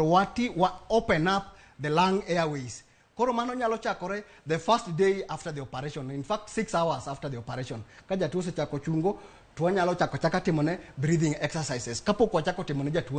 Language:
Luo (Kenya and Tanzania)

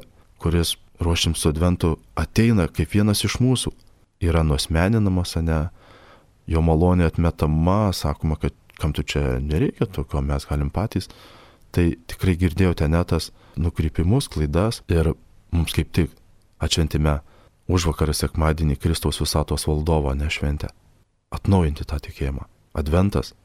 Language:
Lithuanian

